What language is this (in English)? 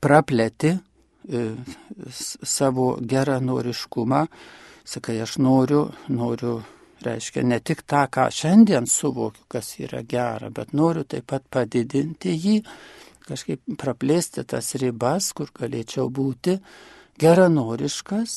Lithuanian